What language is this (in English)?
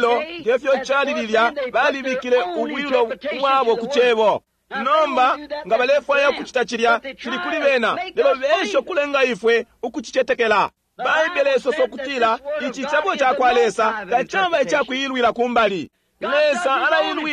Bemba